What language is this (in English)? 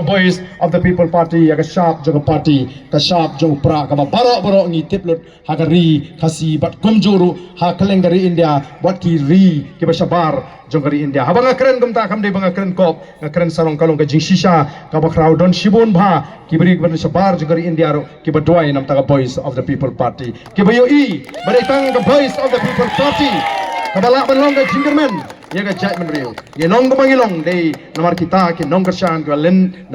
Khasi